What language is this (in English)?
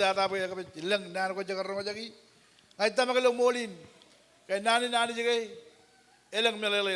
Marshallese